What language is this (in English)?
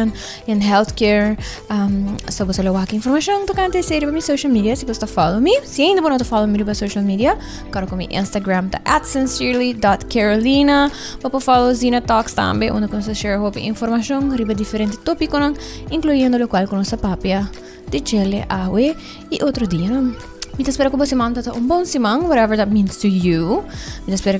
Papiamento